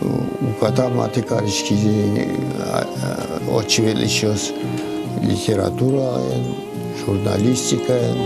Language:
Udmurt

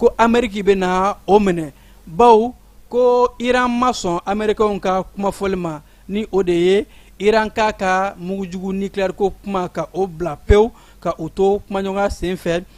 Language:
Bambara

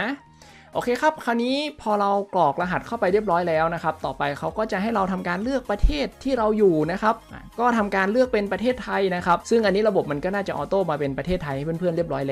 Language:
Thai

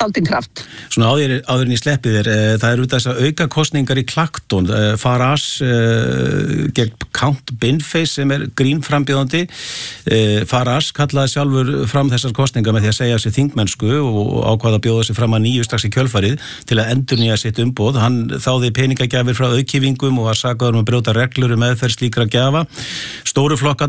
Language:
Icelandic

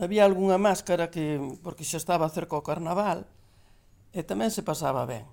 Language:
Galician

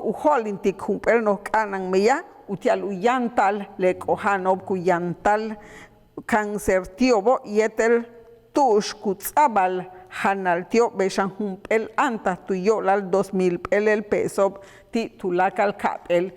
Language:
Yucateco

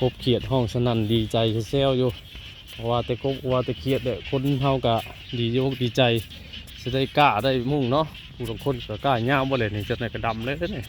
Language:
Northeastern Thai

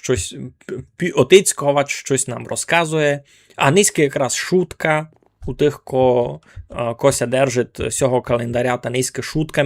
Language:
Rusyn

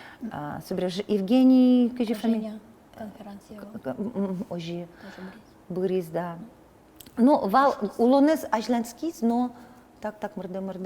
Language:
Udmurt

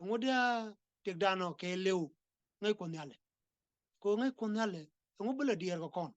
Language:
Nuer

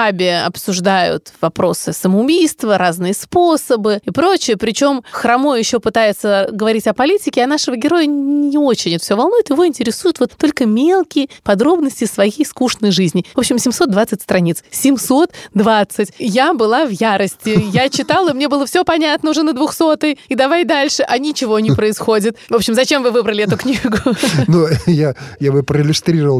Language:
Russian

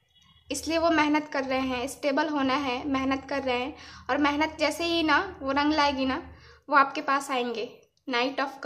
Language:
Hindi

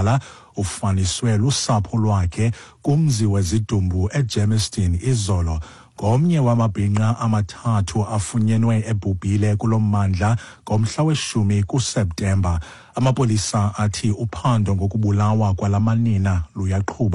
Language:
Xhosa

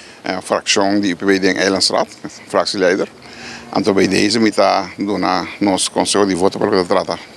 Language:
Papiamento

